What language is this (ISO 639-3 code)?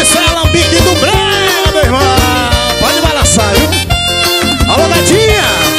por